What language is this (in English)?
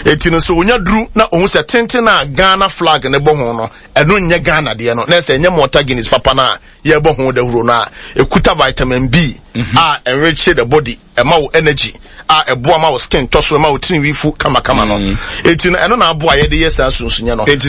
Akan